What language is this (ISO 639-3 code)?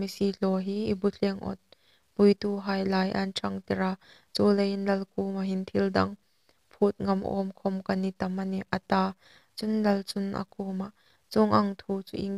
hmr